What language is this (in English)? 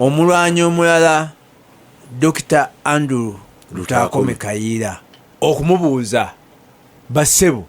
Ganda